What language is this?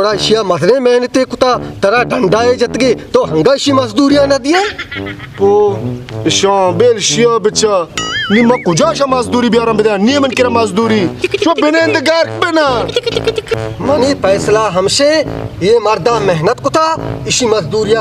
Baluchi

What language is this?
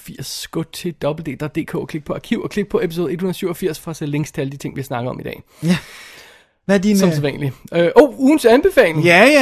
Danish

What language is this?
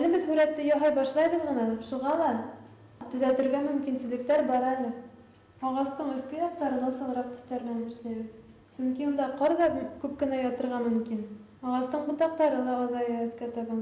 Bashkir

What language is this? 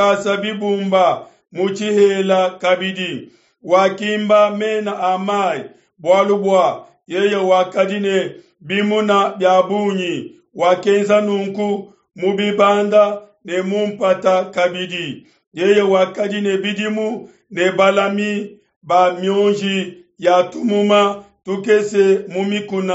Luba-Lulua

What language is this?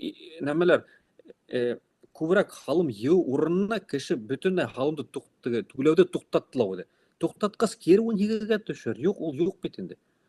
Bashkir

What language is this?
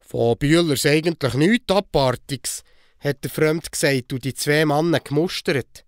Swiss German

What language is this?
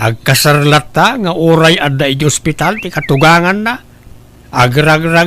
Iloko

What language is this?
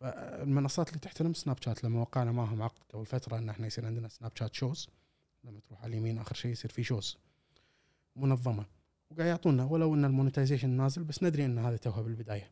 Gulf Arabic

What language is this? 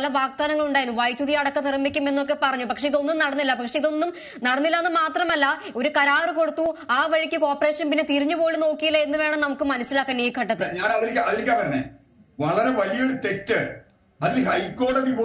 Malayalam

